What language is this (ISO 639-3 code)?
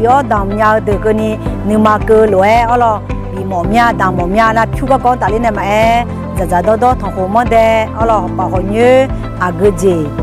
ahk